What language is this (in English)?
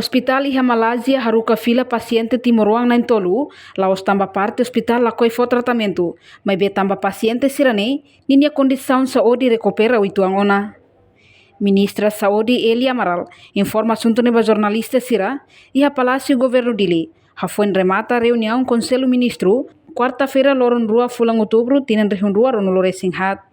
Tetum